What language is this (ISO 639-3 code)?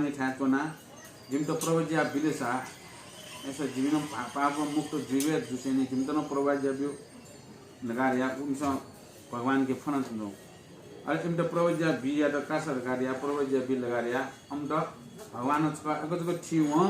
new